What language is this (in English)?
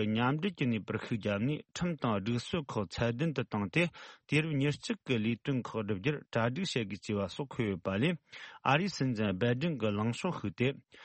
Tibetan